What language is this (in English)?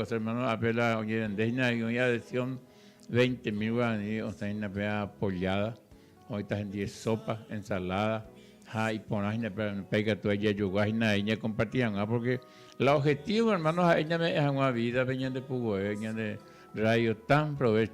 Guarani